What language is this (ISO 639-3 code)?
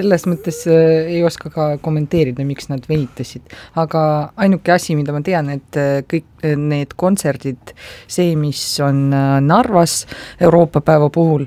est